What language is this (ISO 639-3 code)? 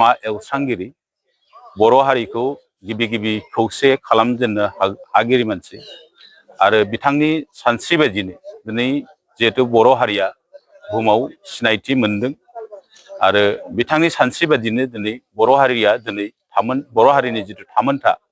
brx